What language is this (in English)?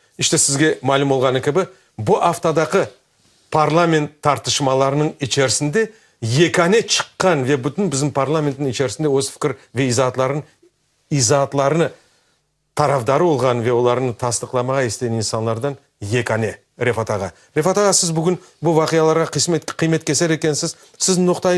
Crimean Tatar